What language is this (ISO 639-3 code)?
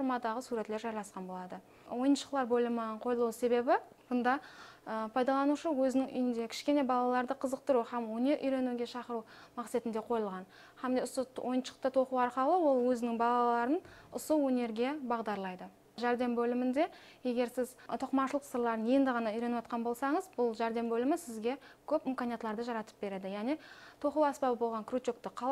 kaa